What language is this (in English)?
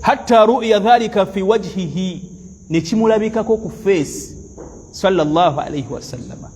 Ganda